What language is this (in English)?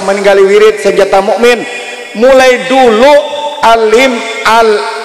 Banjar